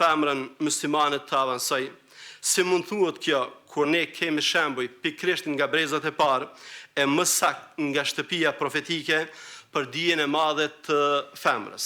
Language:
Albanian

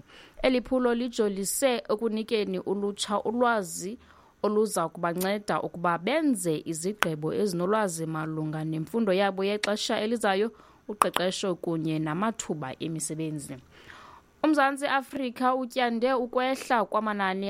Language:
Xhosa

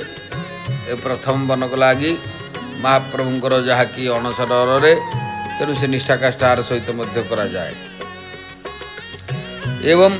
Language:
Odia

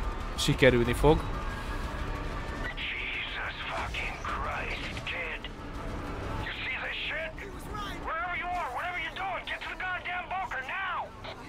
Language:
Hungarian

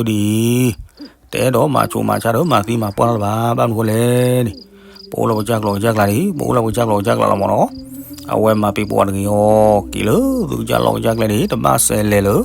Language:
S'gaw Karen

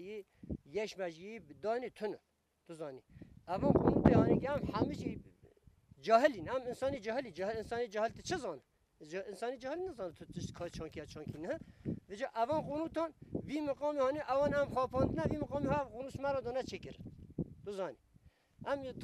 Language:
Kurdish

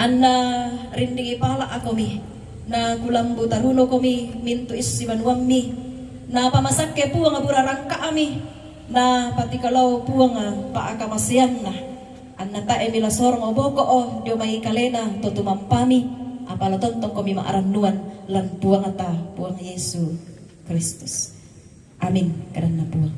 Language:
Toraja-Sa'dan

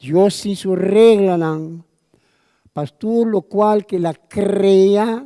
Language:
Papiamento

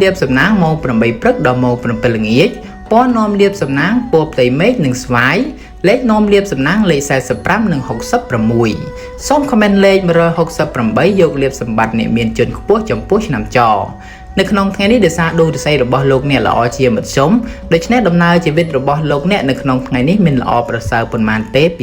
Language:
Khmer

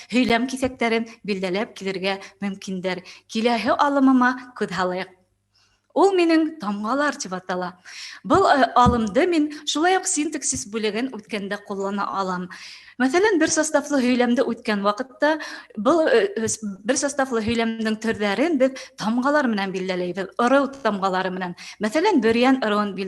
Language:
Bashkir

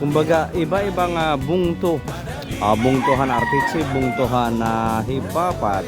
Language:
Waray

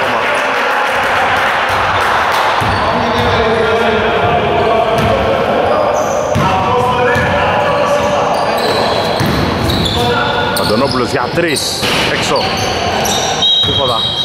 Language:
Greek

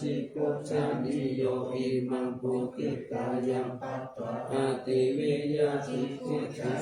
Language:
Pali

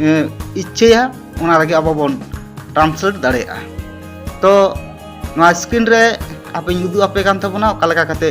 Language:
Santali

